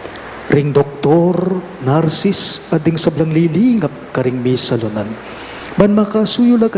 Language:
Pampanga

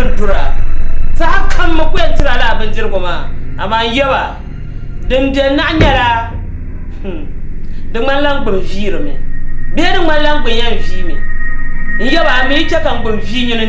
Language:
Dagbani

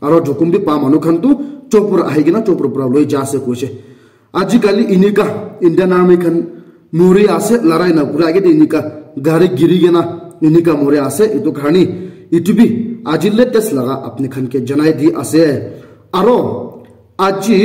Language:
Naga Pidgin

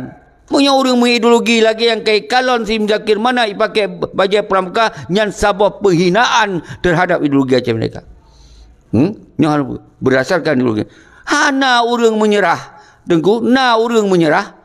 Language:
Achinese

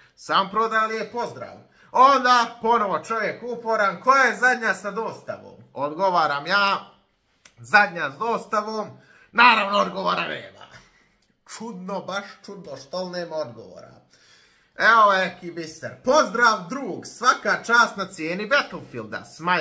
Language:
Croatian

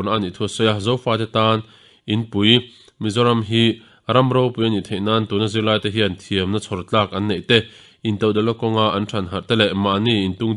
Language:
Mizo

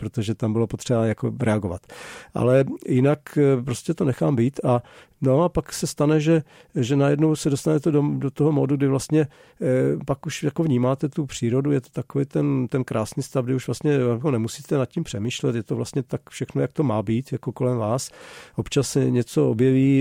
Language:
Czech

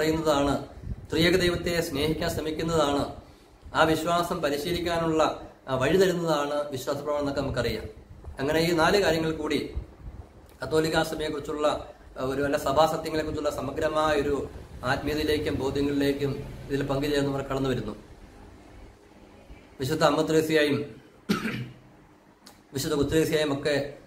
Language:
Malayalam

